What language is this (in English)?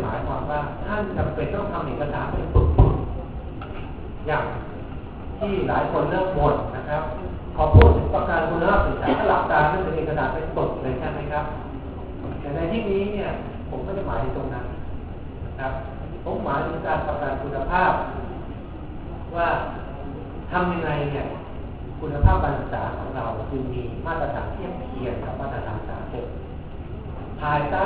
Thai